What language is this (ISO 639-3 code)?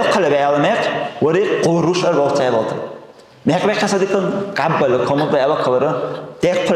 dar